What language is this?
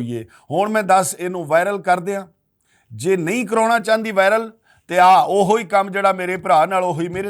Western Panjabi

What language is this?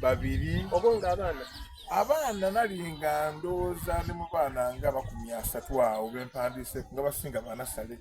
Soga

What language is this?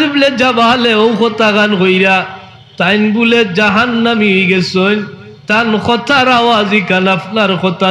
Sylheti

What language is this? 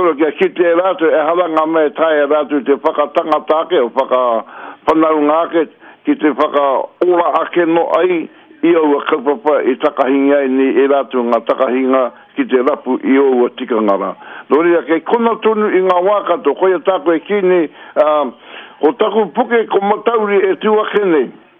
Māori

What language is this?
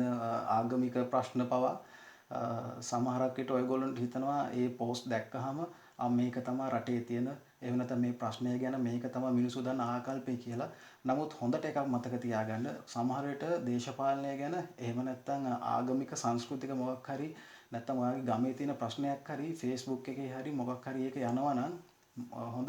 Sinhala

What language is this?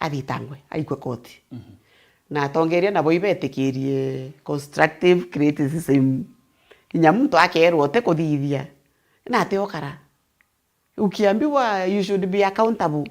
Meru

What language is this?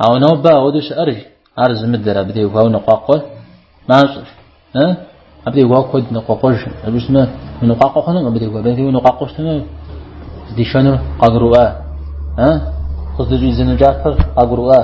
Kabardian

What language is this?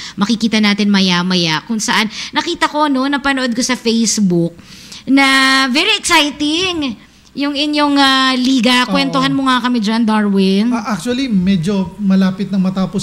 Filipino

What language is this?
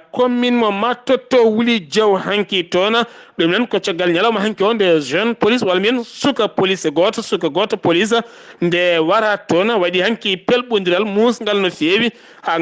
Fula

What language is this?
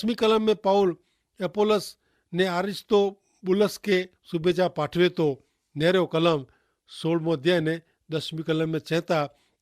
Kachhi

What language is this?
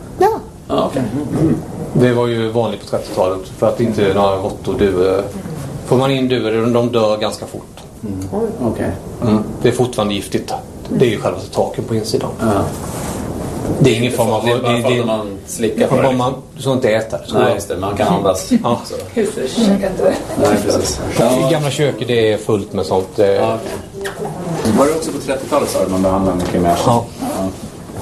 Swedish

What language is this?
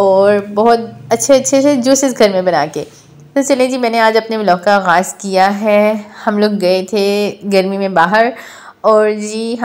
Hindi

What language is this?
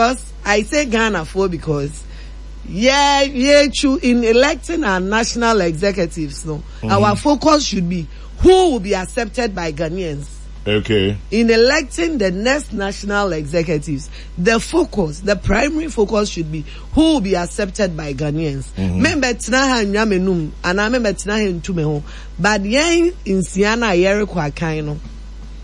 Akan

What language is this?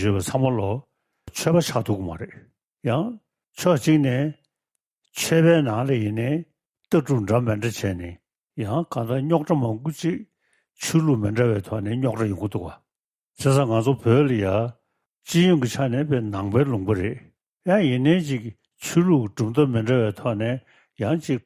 Tibetan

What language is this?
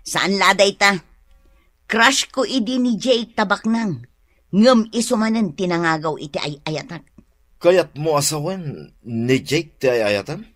Iloko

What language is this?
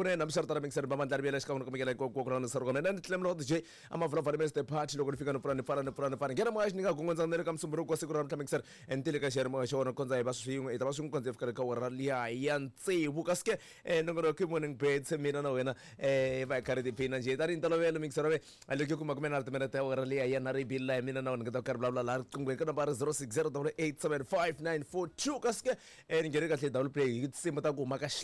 Tsonga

